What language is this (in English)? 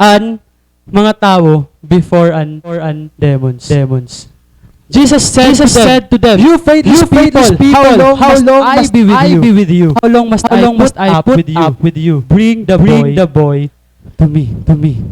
Waray